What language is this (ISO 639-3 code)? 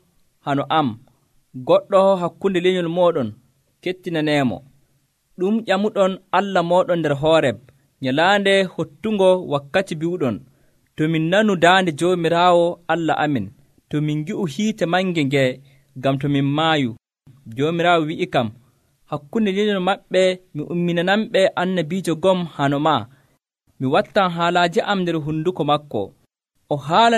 fuv